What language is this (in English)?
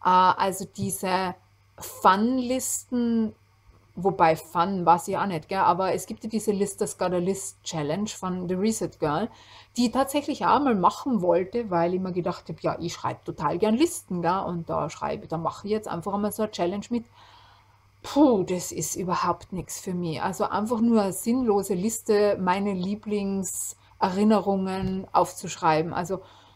German